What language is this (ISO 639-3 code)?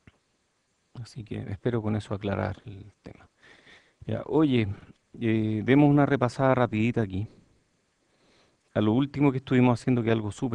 spa